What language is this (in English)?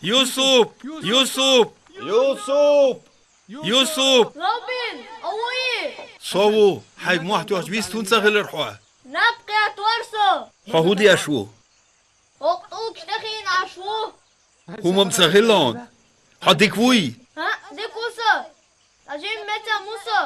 Chechen